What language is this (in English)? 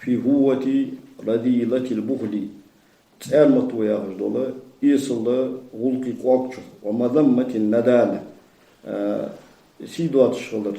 Ingush